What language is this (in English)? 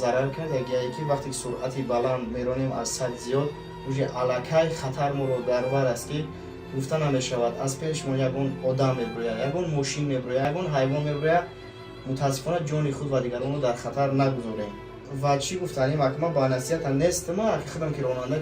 Tajik